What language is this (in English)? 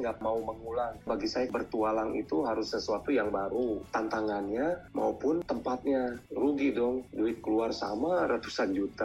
Indonesian